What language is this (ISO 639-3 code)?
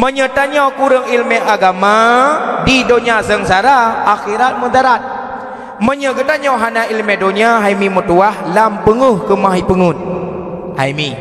ace